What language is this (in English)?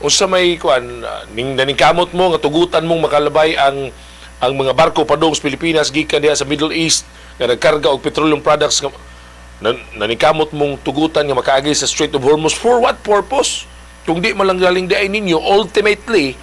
Cebuano